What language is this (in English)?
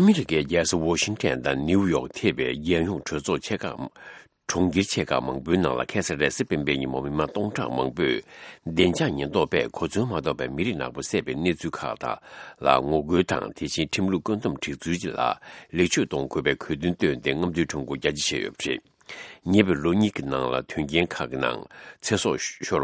Tibetan